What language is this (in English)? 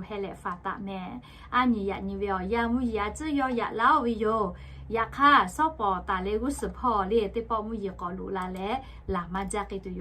Lahu